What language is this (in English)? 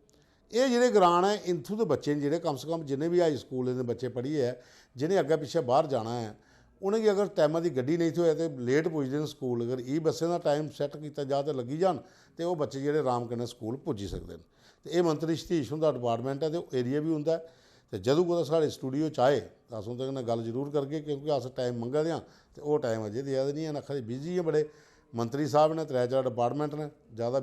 Dogri